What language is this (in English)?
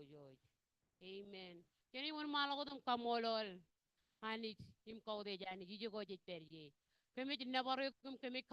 Marshallese